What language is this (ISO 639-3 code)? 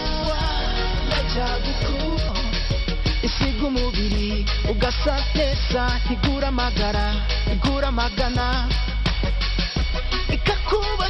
kin